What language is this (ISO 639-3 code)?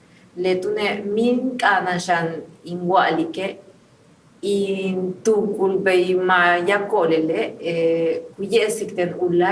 yua